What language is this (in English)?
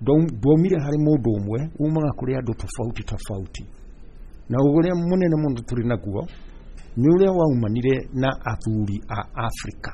Kikuyu